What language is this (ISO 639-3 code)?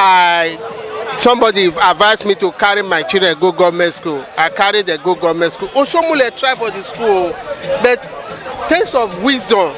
pcm